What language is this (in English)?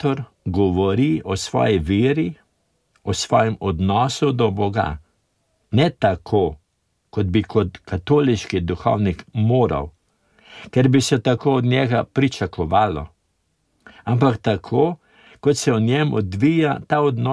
Slovenian